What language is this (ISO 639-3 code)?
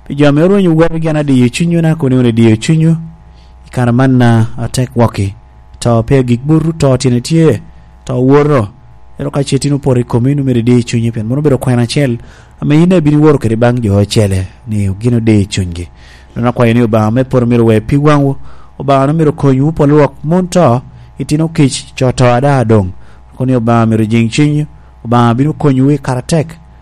laj